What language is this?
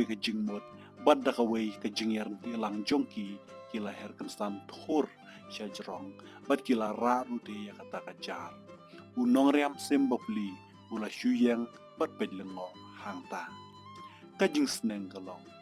Khasi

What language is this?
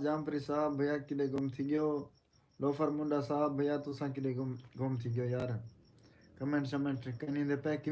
Saraiki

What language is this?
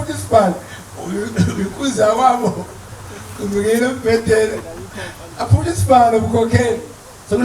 Zulu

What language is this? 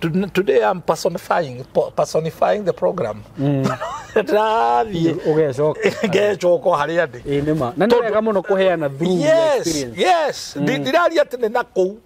Kikuyu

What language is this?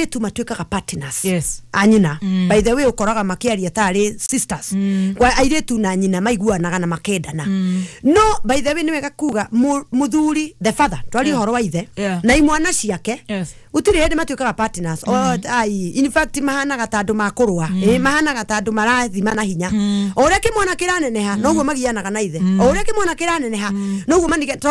Kikuyu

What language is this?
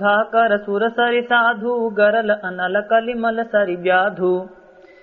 Awadhi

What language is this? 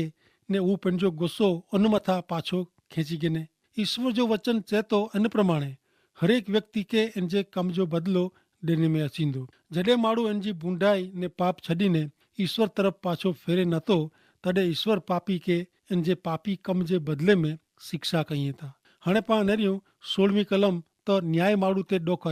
Kachhi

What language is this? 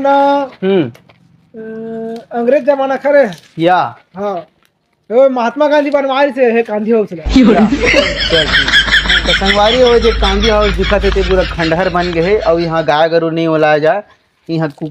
Chhattisgarhi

